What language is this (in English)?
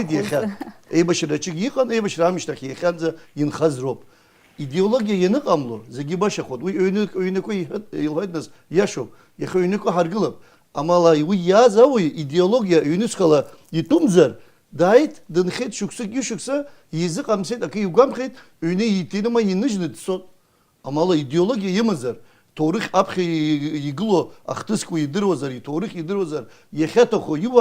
Abkhazian